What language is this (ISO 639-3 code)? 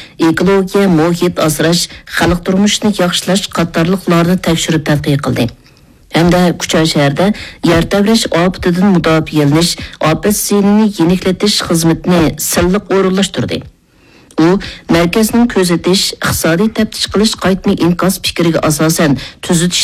uig